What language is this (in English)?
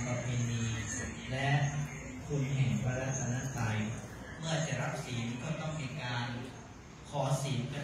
Thai